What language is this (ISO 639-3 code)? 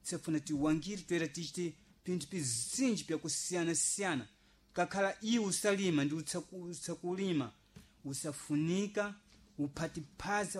seh